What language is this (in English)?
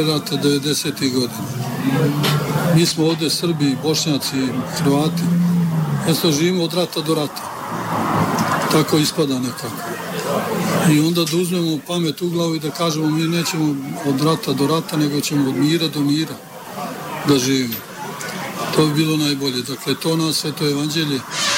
Bosnian